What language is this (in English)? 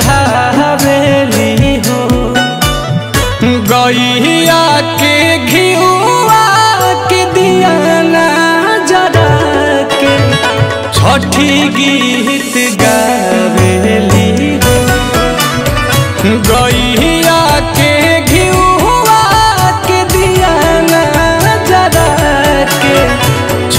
Bhojpuri